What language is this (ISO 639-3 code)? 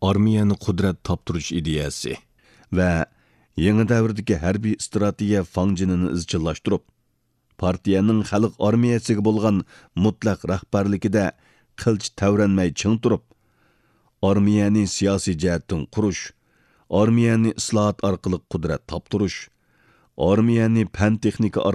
uig